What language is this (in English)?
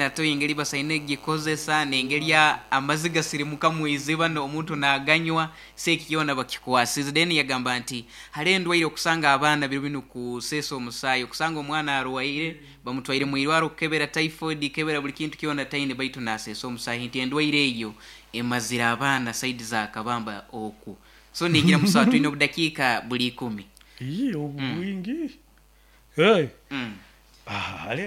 Nyoro